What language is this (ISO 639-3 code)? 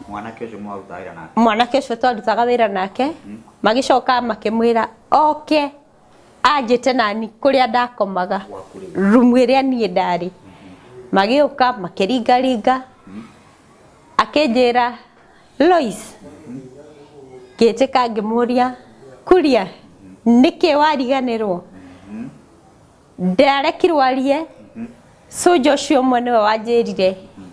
kik